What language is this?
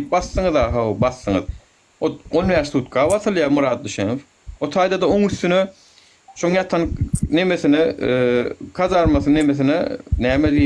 Turkmen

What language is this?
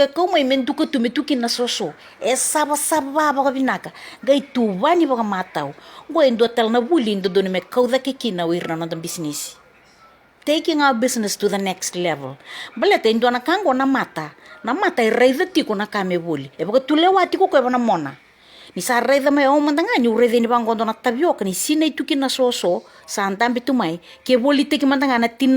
Fijian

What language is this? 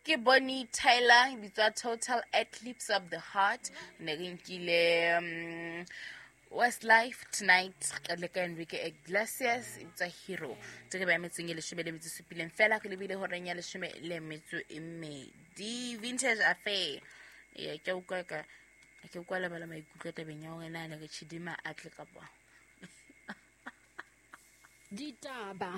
Southern Sotho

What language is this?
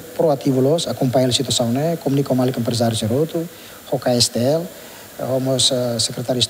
Tetum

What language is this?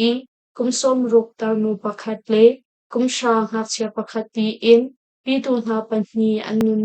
Hakha Chin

